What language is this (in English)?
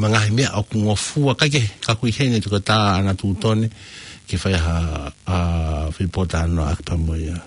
Tongan